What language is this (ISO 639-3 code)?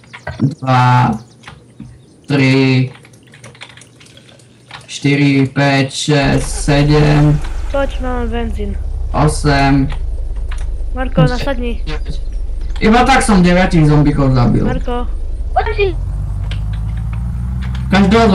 slk